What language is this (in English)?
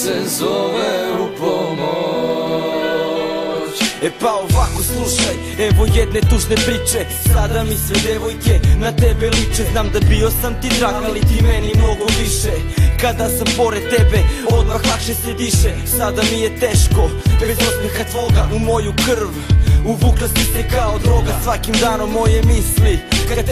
Serbian